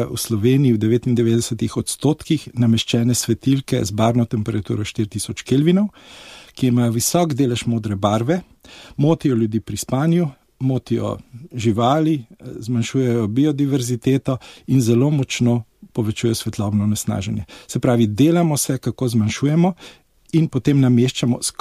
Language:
Slovenian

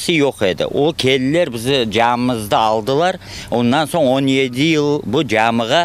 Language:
Crimean Tatar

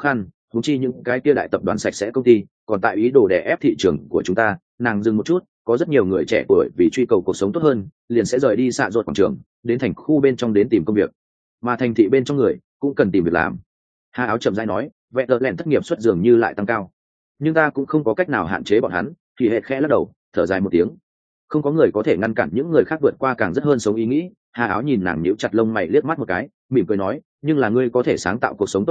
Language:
Vietnamese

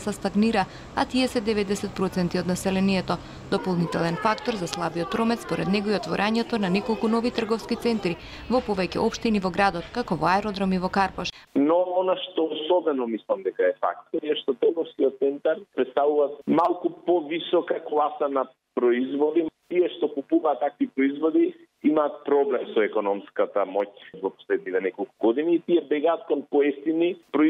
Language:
Macedonian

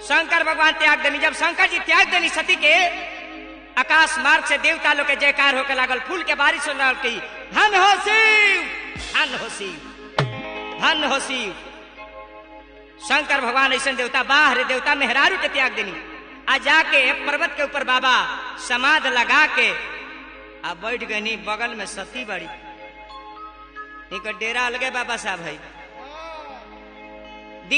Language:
Bhojpuri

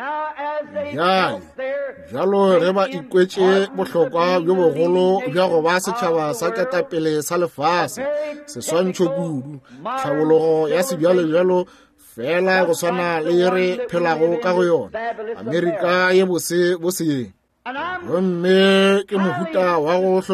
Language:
Northern Sotho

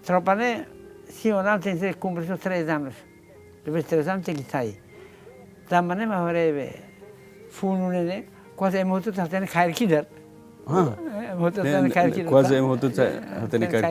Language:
Tetum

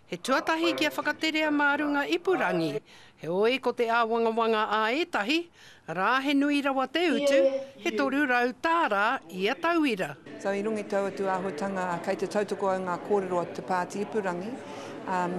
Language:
Māori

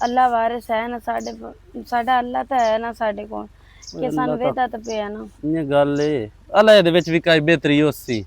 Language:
Western Panjabi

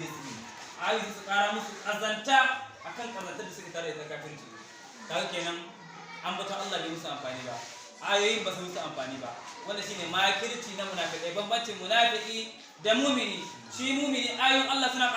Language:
Hausa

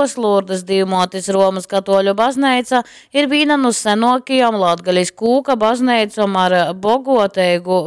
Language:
Latgalian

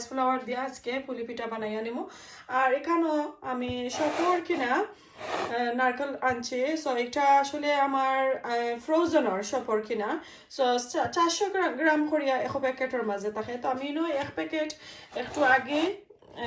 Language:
Sylheti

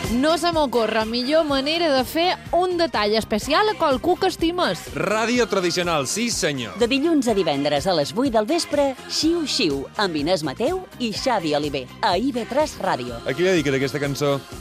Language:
Catalan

